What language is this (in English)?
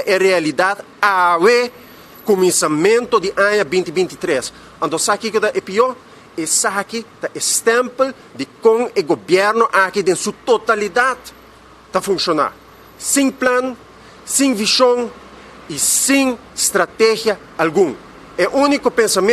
Papiamento